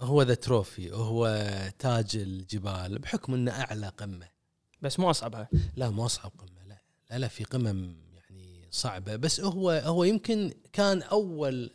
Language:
Gulf Arabic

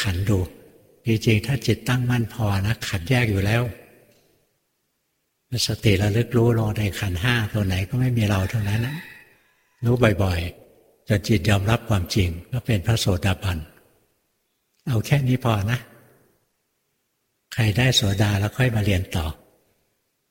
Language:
Thai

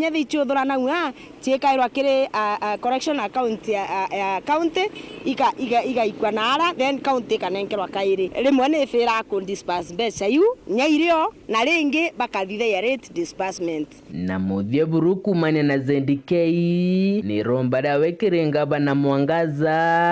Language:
Meru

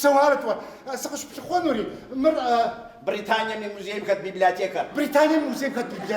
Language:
Kabardian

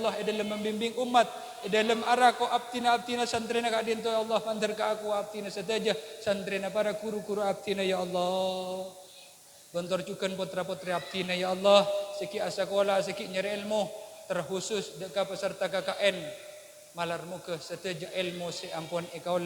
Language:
Madurese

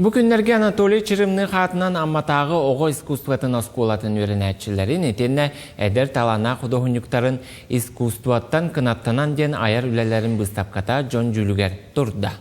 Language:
Yakut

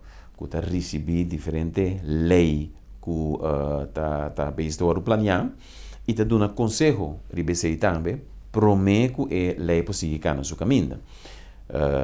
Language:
Papiamento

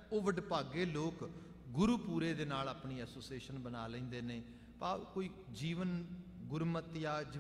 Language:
Punjabi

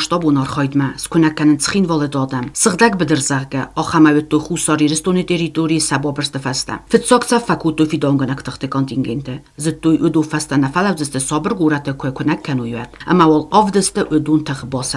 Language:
Ossetic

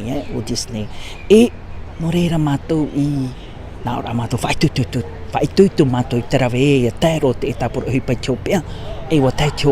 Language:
Tahitian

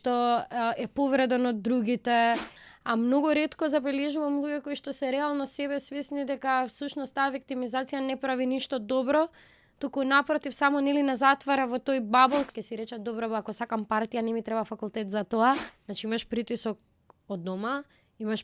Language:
Macedonian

